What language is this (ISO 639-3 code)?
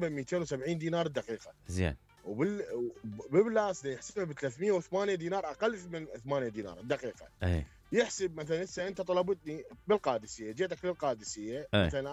acm